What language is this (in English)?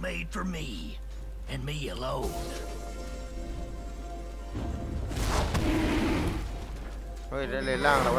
Thai